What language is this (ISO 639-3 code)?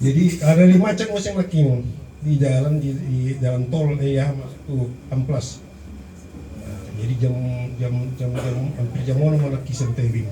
bbc